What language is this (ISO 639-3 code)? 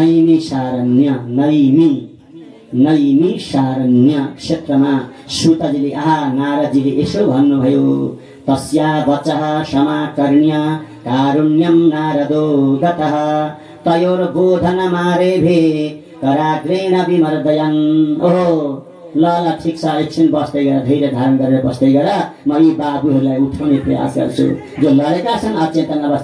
nep